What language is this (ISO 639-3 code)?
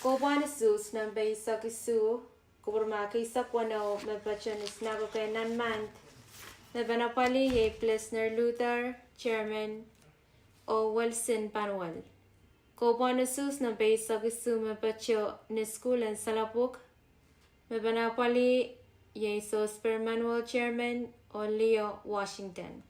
pon